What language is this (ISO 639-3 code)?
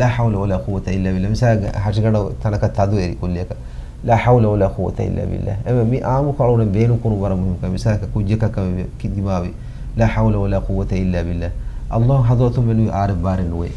div